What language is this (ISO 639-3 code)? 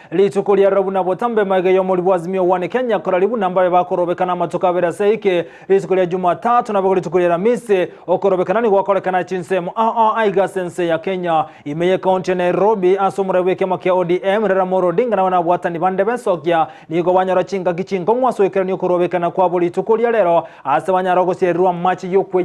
guz